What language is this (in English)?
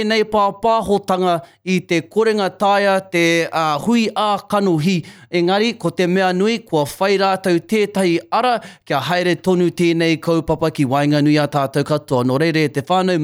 Māori